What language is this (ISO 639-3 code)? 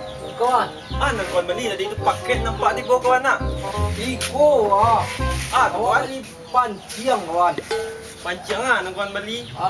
min